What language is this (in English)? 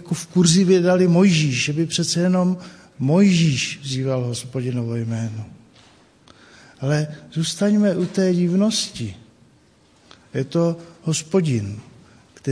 Czech